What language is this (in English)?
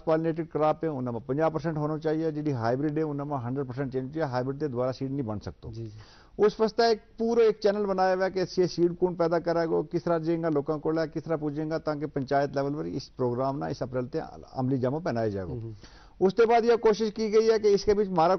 Gujari